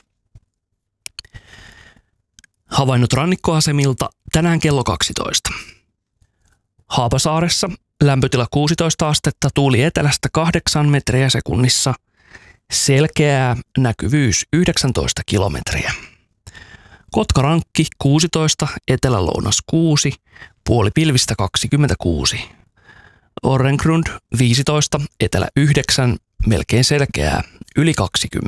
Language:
Finnish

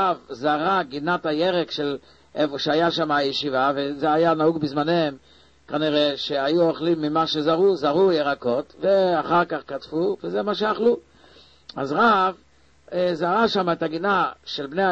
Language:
Hebrew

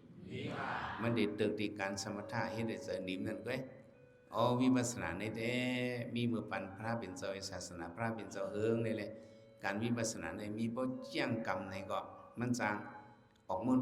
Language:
Shan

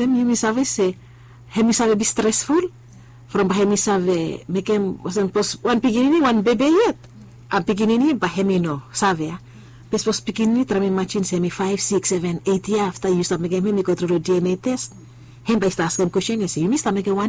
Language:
Bislama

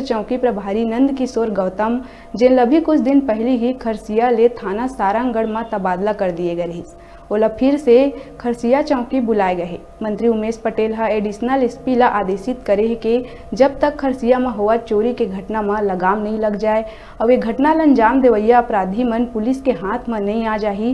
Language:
Chhattisgarhi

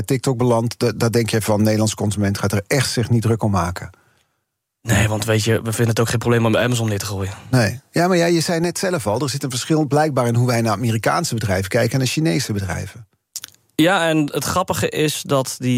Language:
Dutch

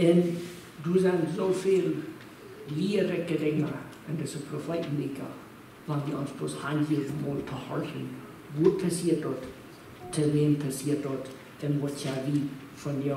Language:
Plautdietsch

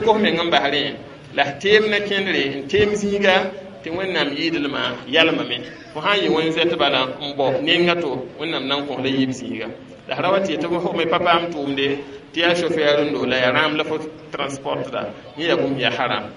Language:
Mossi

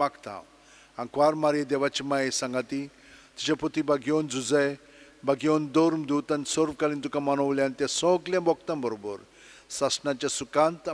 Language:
Konkani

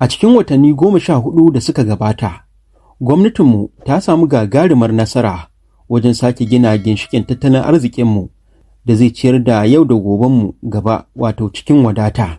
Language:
Hausa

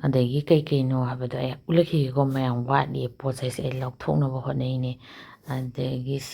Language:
Manipuri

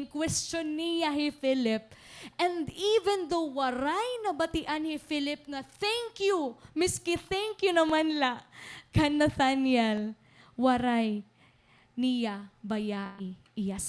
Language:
Waray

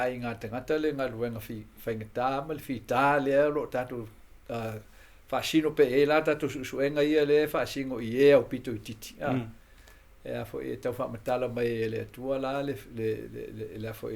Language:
Samoan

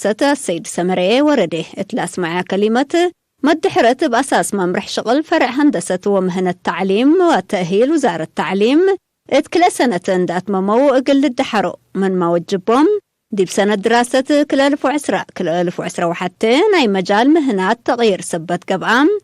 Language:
Tigre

